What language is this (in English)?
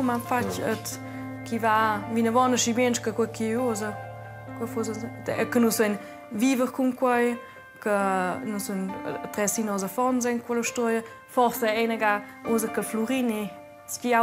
Romansh